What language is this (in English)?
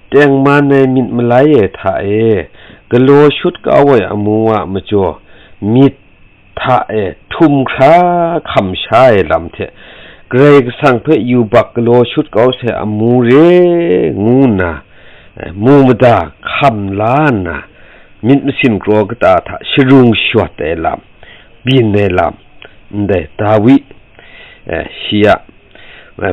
Kachin